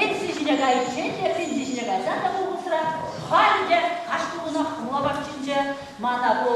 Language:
Chuvash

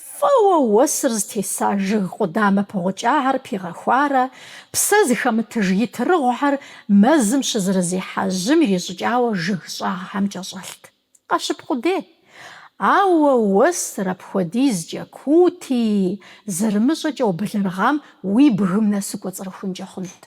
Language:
Kabardian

